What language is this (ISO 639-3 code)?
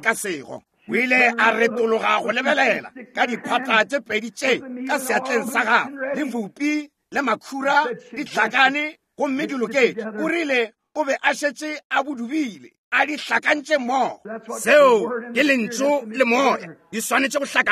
nso